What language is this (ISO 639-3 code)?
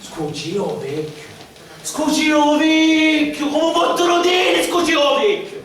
scn